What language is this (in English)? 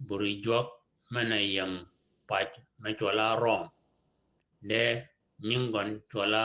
Shilluk